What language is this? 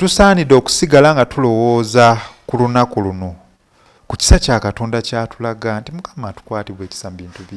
Ganda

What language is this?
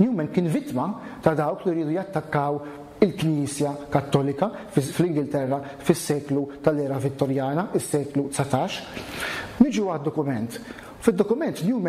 Maltese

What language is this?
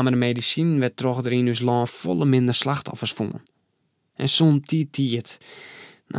Western Frisian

